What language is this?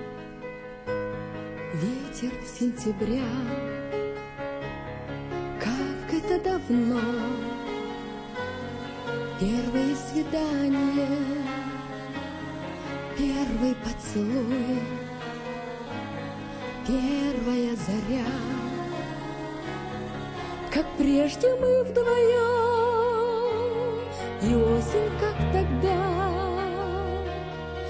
Russian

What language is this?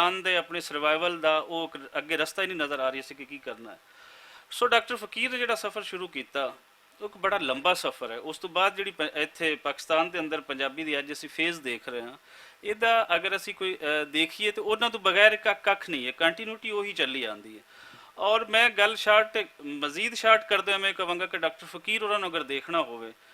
Western Panjabi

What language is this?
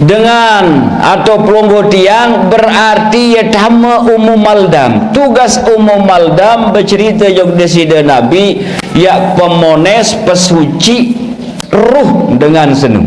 Sasak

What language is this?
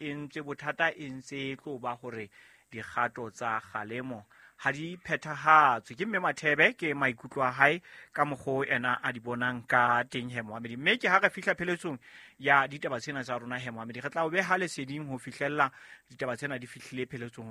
Southern Sotho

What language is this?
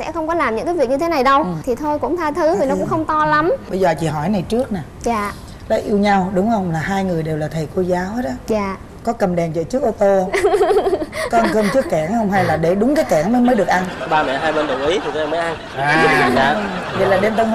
Vietnamese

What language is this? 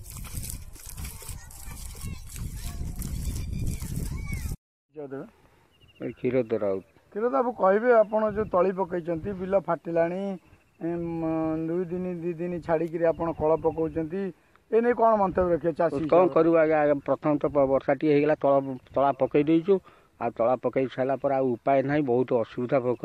Odia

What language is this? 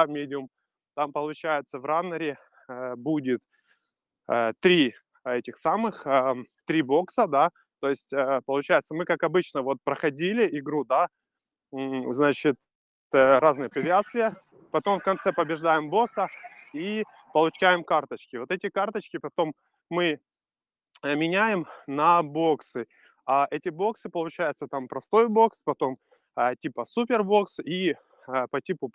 Russian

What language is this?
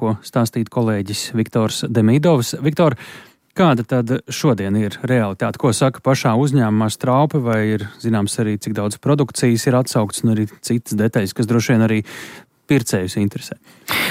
Latvian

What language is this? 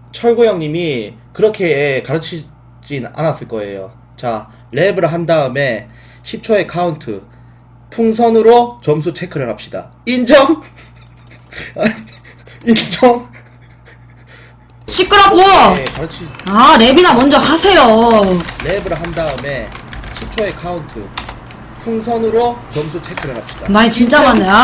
Korean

